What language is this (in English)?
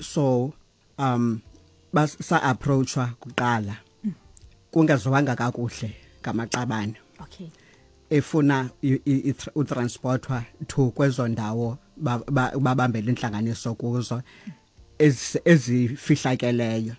Xhosa